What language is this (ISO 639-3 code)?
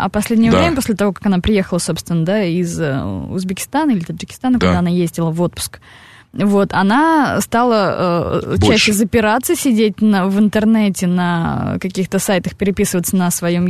rus